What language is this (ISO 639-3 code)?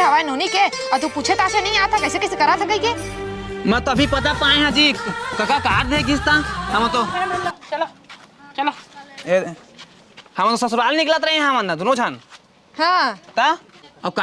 hne